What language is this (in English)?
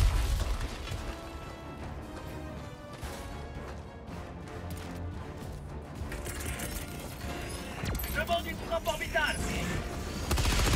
French